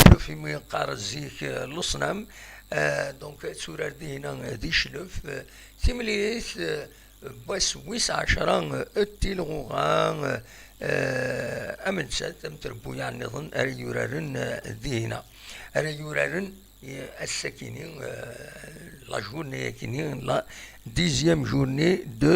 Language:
Kabyle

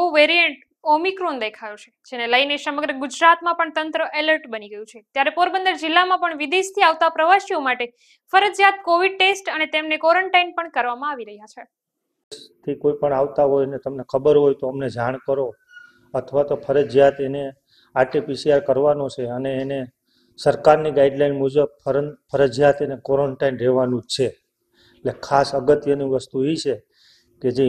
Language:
Gujarati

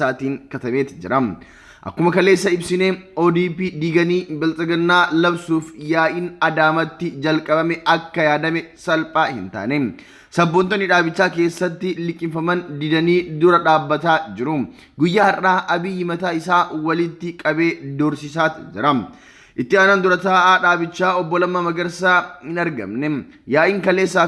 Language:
Oromo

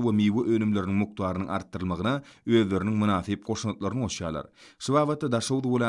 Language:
Turkmen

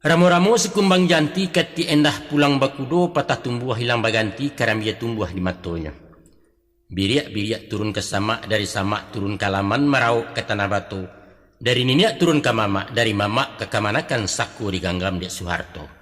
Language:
Minangkabau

